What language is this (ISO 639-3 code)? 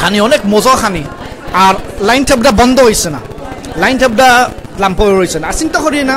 syl